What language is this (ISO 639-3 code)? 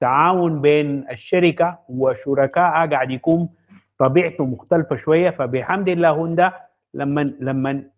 apd